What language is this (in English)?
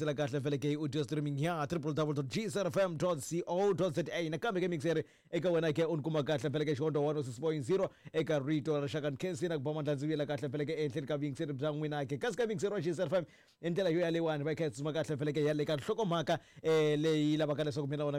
Tsonga